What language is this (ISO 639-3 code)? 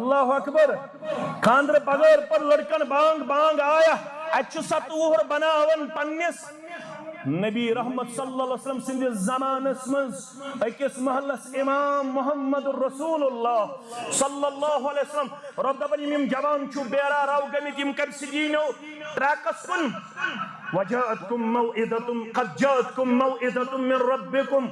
kas